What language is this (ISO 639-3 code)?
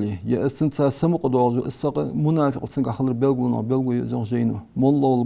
inh